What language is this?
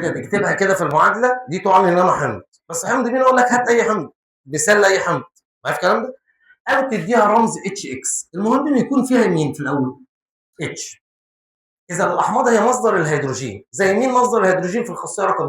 Egyptian Arabic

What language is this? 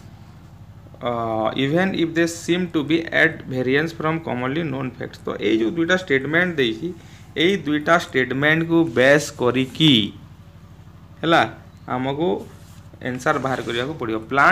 Odia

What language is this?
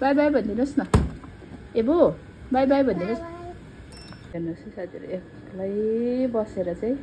Nepali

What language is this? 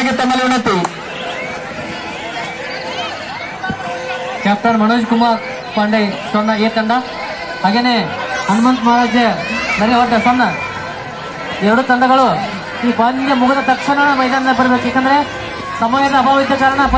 Kannada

